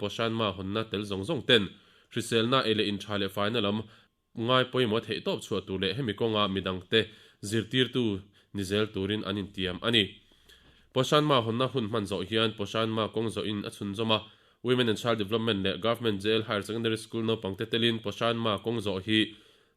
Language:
Mizo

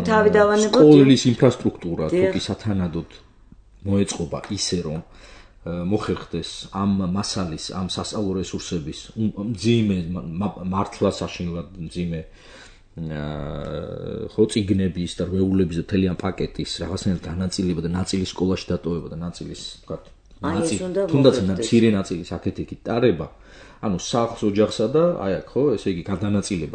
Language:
Georgian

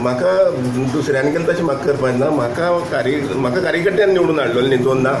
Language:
Konkani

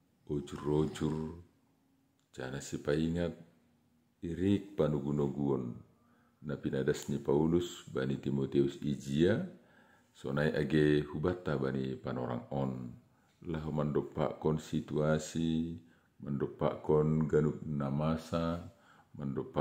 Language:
Batak Simalungun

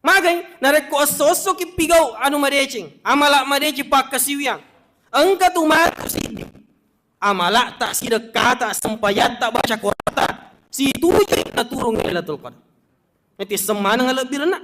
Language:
Buginese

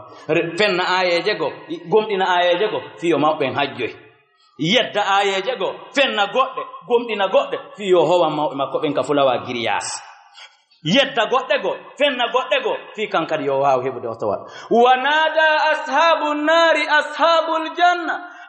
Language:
Fula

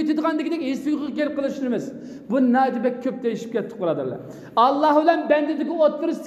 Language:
Uyghur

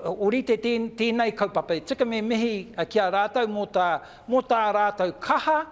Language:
Māori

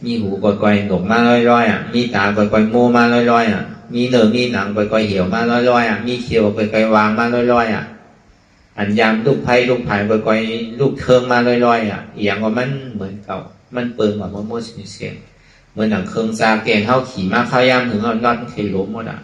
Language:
Shan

